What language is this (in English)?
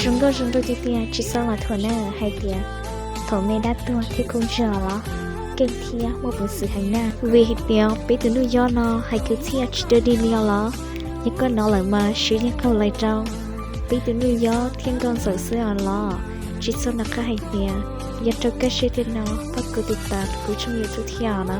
Hmong